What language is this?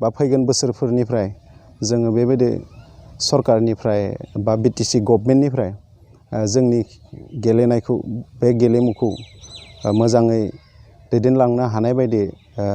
Bodo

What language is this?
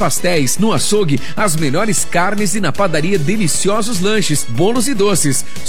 Portuguese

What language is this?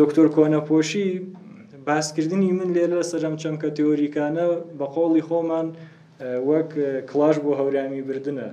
Central Kurdish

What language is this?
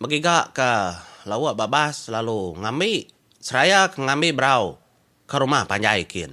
Iban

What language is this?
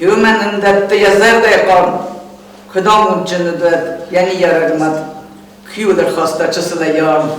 Ossetic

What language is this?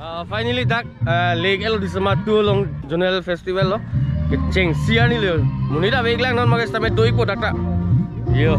Karbi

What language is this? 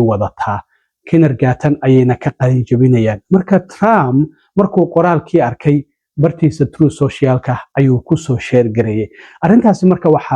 Somali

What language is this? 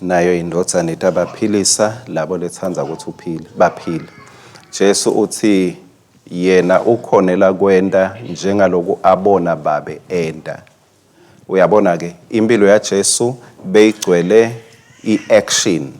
Swati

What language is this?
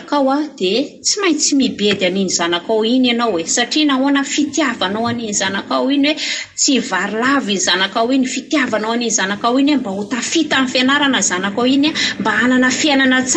Malagasy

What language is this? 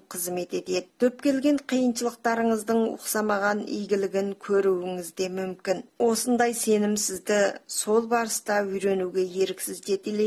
Kazakh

